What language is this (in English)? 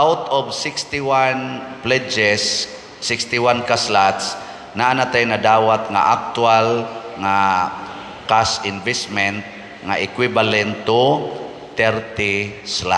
Cebuano